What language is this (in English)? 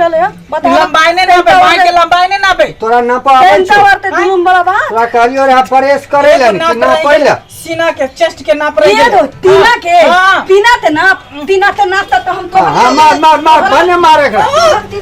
Maithili